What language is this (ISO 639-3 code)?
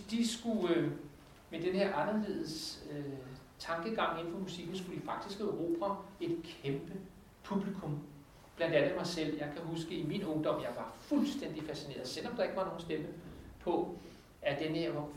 dan